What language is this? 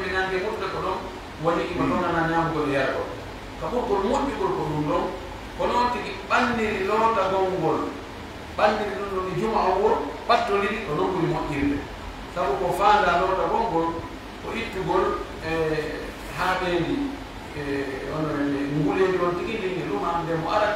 Pular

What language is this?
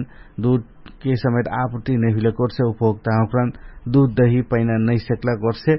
Dangaura Tharu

